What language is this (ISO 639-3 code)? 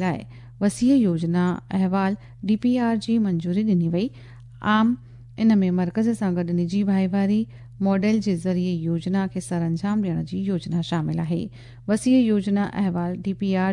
snd